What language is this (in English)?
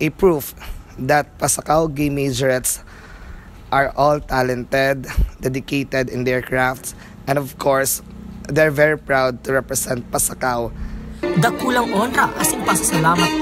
Bikol